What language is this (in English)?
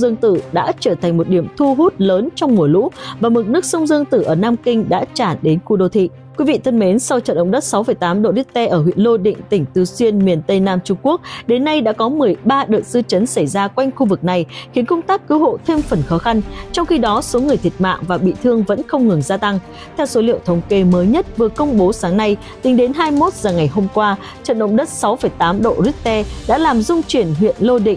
Vietnamese